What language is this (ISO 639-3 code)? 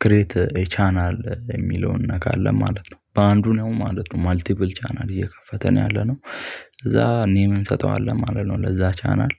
amh